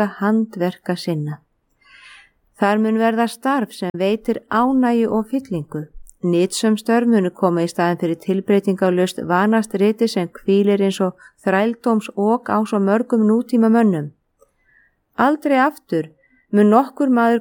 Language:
Icelandic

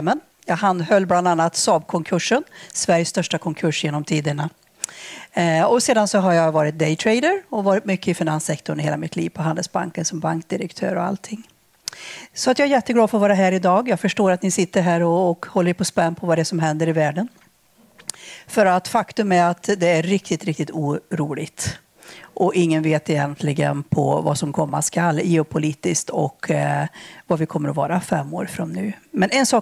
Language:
Swedish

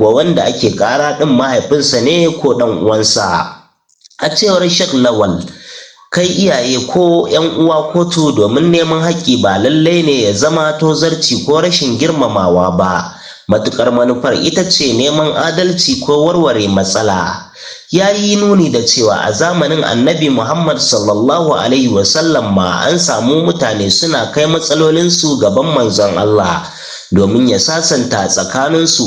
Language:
Hausa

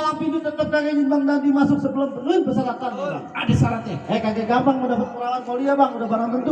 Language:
Betawi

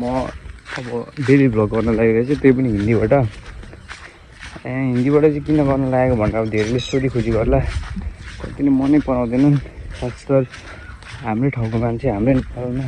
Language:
Nepali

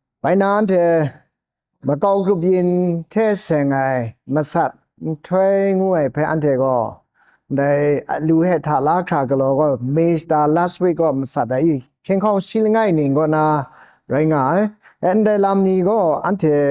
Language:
Kachin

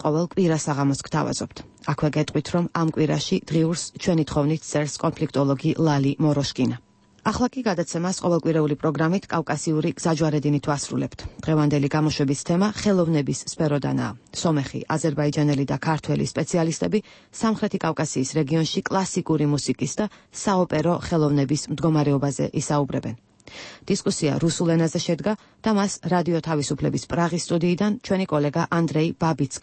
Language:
Georgian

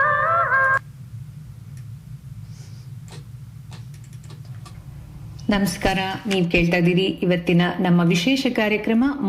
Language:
Kannada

